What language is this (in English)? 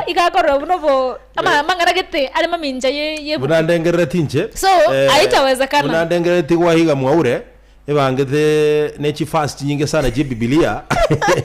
Gusii